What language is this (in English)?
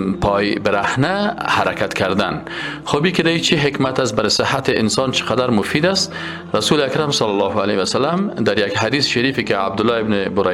Persian